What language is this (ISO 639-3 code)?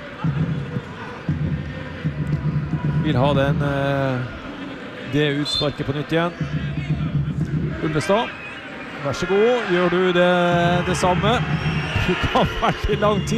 nor